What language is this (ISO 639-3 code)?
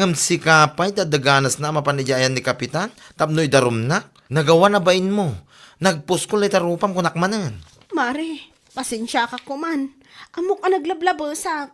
ilo